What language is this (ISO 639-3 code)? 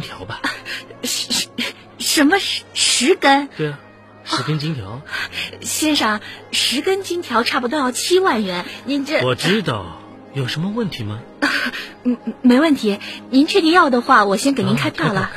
zho